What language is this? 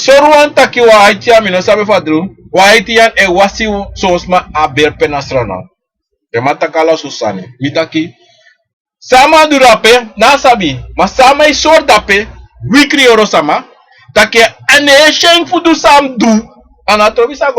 Sranan Tongo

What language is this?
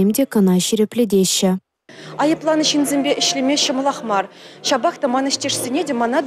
Chuvash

